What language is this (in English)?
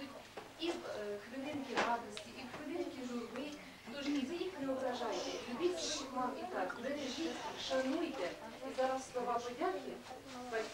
Ukrainian